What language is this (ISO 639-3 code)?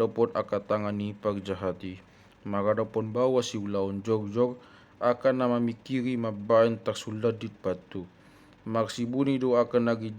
bbc